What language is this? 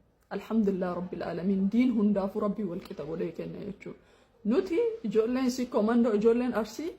Oromo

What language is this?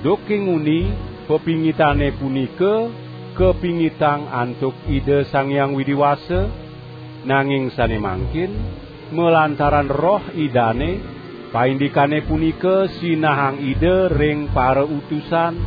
Balinese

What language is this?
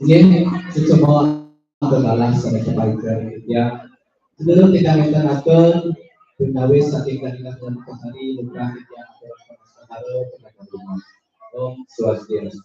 Balinese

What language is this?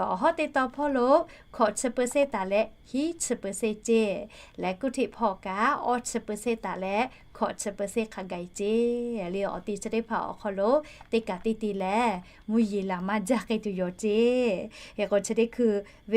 Lahu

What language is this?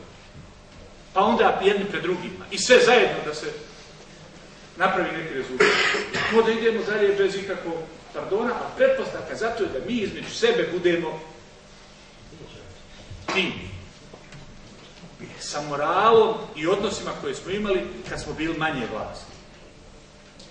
Bosnian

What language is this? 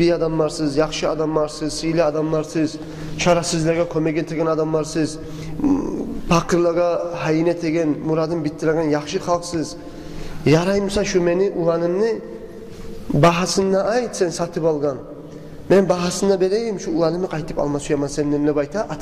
Kumyk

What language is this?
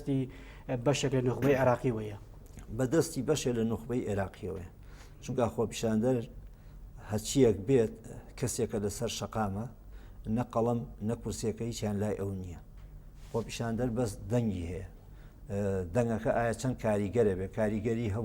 Central Kurdish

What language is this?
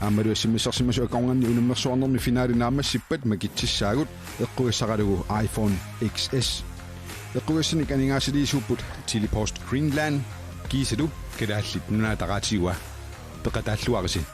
Kalaallisut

